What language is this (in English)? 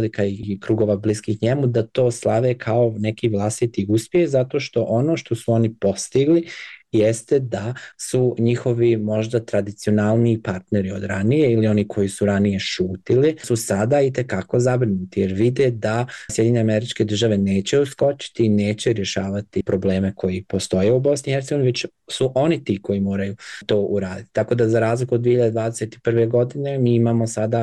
Bosnian